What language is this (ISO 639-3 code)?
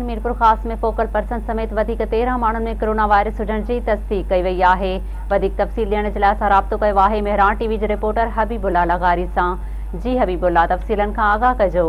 snd